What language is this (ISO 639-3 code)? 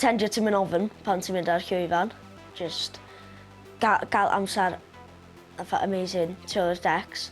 cym